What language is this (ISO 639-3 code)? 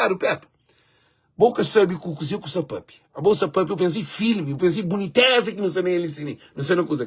kea